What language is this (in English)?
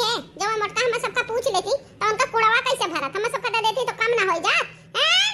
Awadhi